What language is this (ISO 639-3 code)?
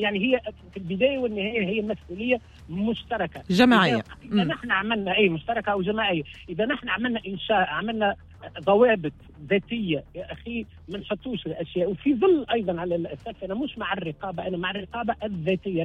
aeb